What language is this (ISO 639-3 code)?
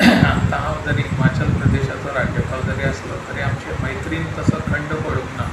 kok